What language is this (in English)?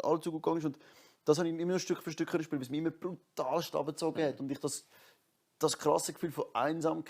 Swiss German